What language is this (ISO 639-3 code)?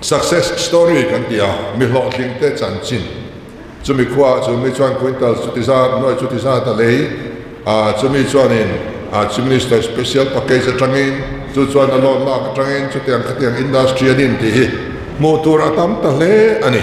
lus